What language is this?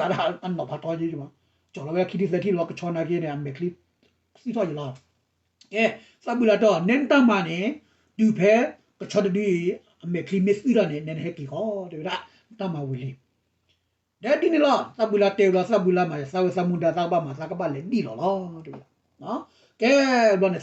S'gaw Karen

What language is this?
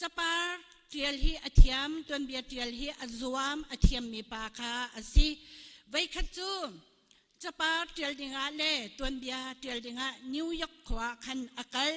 Hakha Chin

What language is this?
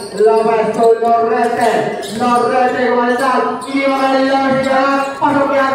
Indonesian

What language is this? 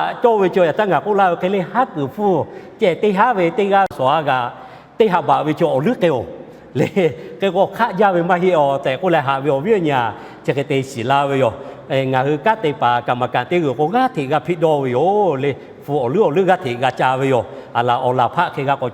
Lahu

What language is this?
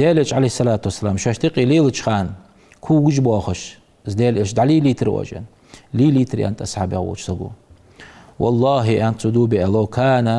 Ingush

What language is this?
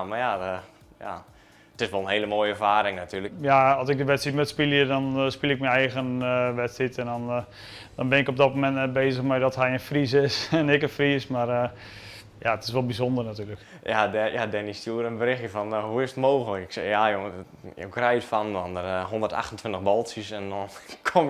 Western Frisian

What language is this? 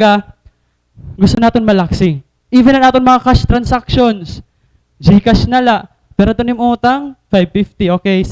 Waray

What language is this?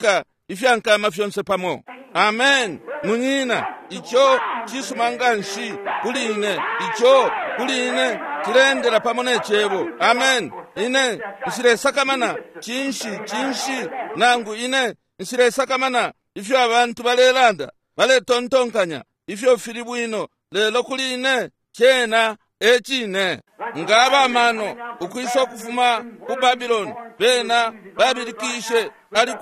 Bemba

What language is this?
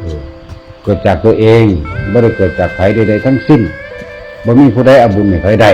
Northeastern Thai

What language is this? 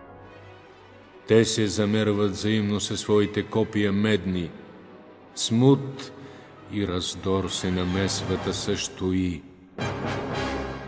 Bulgarian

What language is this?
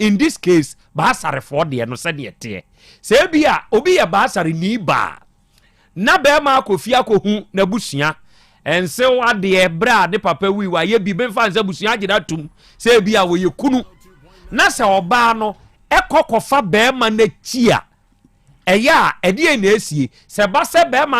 Akan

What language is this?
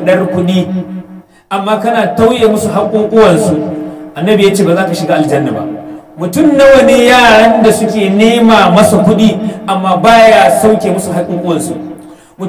Hausa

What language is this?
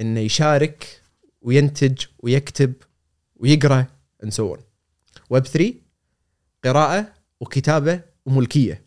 Gulf Arabic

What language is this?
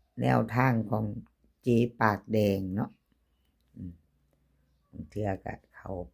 Northeastern Thai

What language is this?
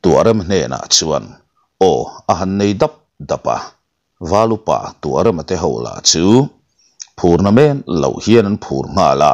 Mizo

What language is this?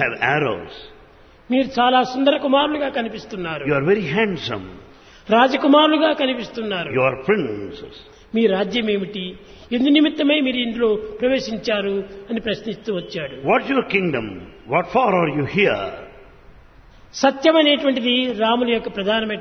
Telugu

